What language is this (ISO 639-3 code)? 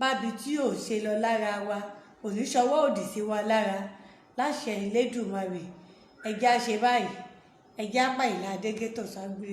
yor